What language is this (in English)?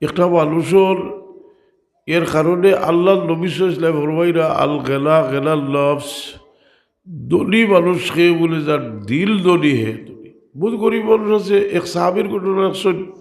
Sylheti